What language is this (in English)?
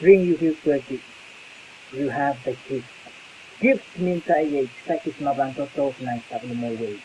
Pohnpeian